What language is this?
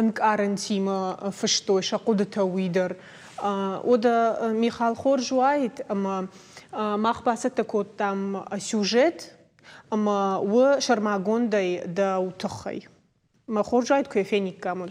Ossetic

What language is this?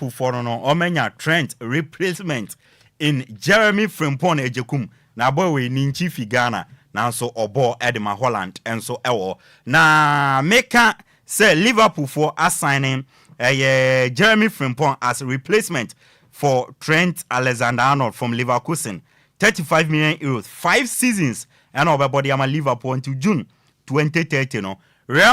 Akan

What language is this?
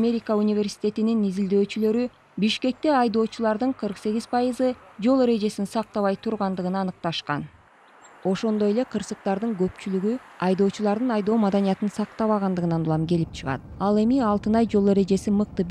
Kyrgyz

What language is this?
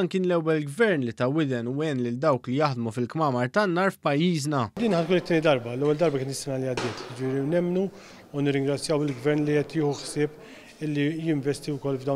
Maltese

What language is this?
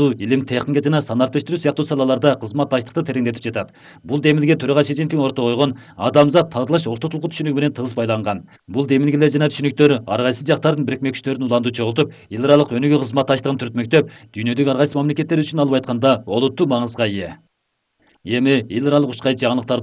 Kyrgyz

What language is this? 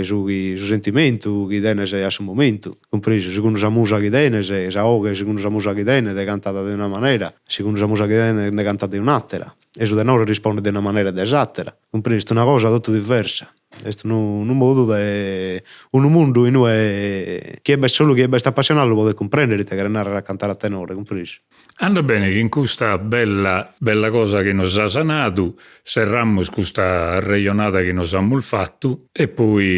Sardinian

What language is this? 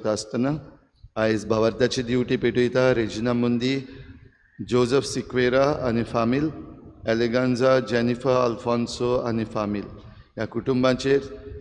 Konkani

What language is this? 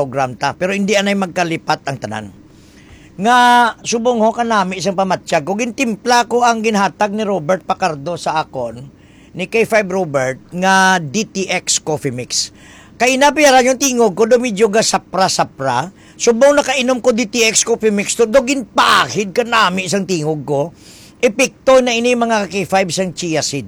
Hiligaynon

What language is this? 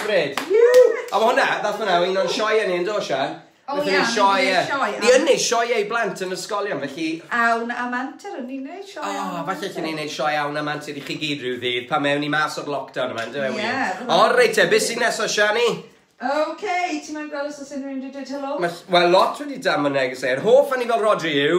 Welsh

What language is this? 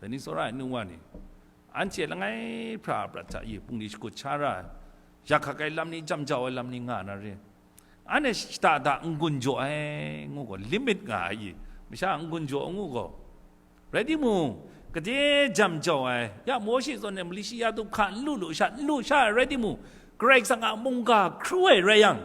Kachin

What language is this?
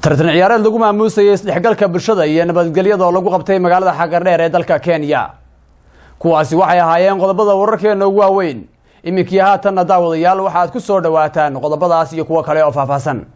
Somali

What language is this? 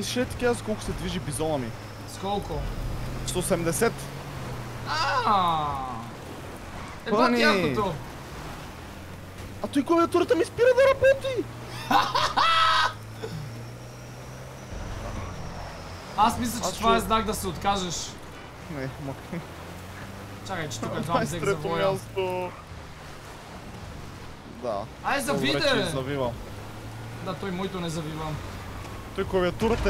Bulgarian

